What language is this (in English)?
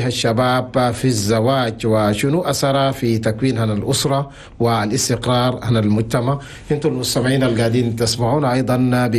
Chadian Arabic